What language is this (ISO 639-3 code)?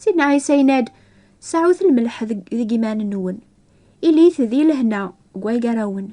kab